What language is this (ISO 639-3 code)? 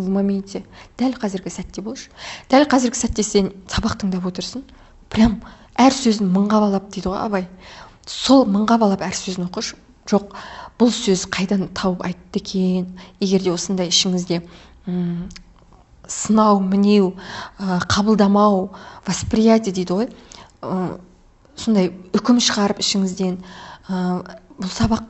kaz